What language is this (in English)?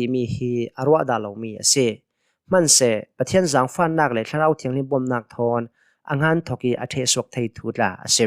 Hakha Chin